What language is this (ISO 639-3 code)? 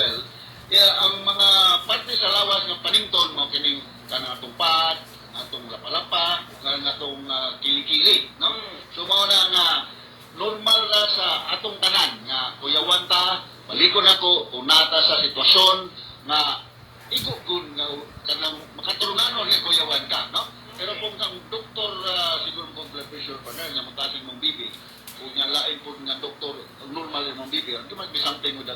ceb